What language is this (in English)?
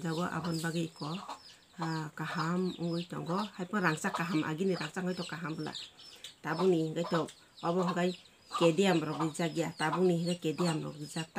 Kok Borok